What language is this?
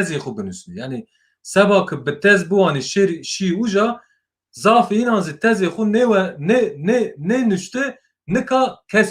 Zaza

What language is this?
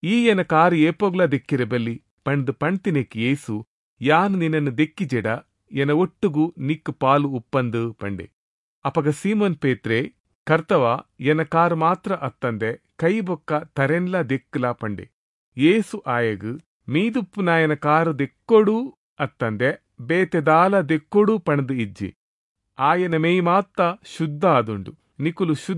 Tulu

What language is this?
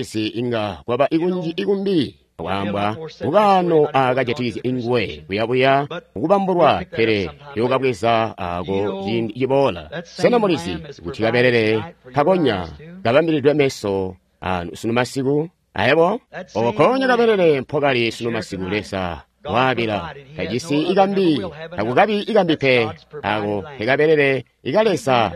Tonga (Zambia)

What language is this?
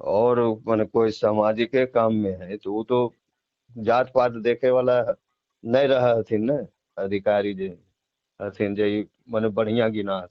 Magahi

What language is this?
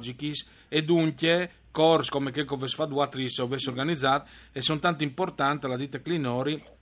Friulian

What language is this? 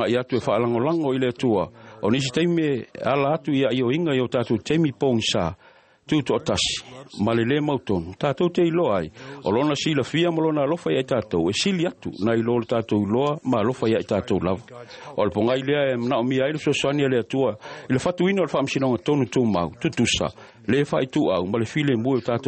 Samoan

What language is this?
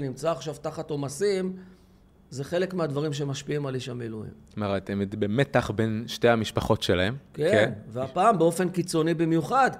Hebrew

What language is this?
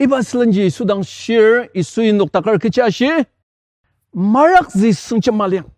Ao Naga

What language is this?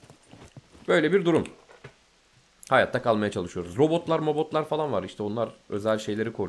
Turkish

